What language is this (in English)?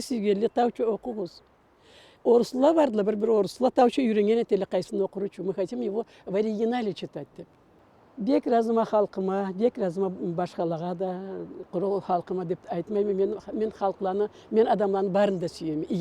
Karachay-Balkar